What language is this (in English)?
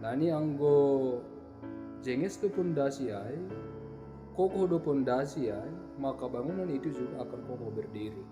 Batak Simalungun